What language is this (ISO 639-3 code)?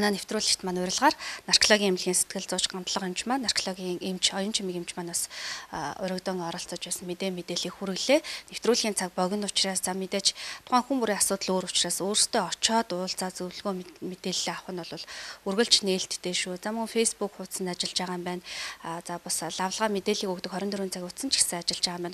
mon